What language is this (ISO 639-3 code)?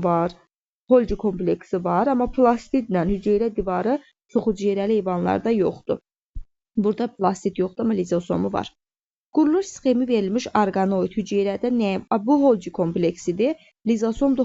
aze